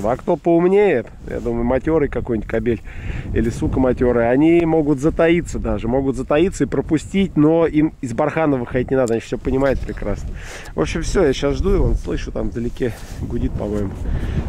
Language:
Russian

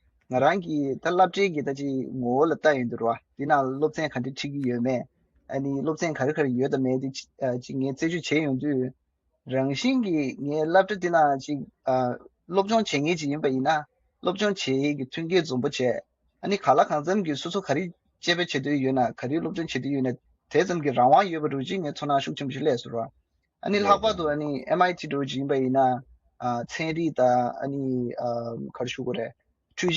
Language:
Tibetan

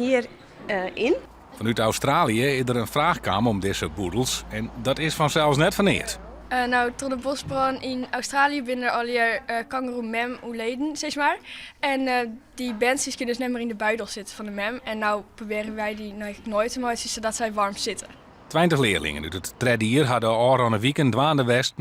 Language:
Western Frisian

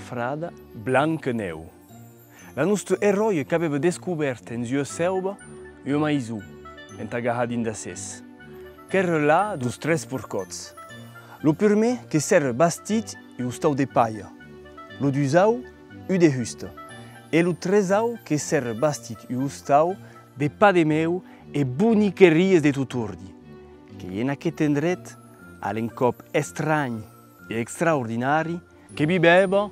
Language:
Occitan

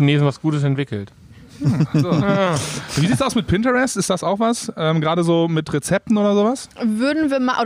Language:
German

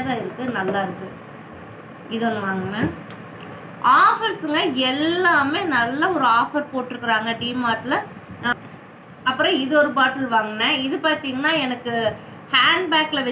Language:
Tamil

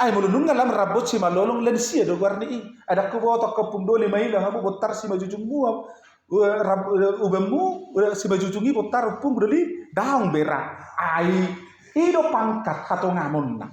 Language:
Batak Toba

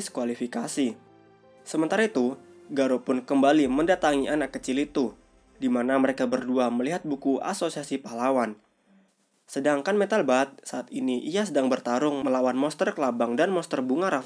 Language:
Indonesian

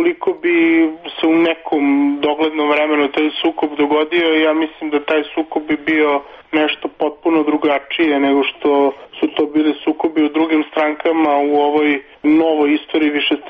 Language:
Serbian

